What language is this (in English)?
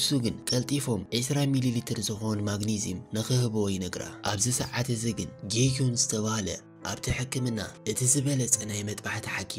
Tigrinya